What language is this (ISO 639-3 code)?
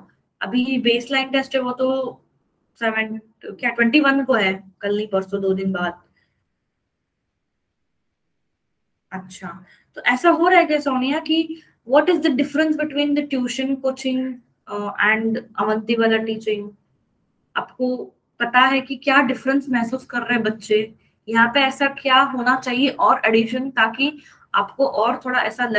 hin